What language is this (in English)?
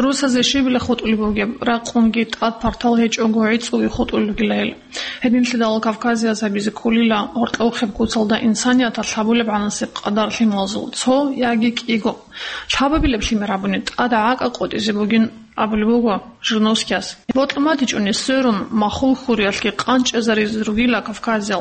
Avaric